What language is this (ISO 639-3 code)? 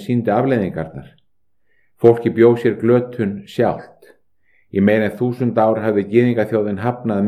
isl